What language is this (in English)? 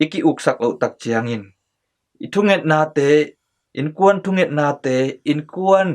Tedim Chin